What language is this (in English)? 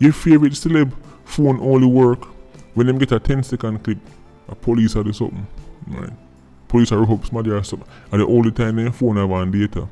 Jamaican Creole English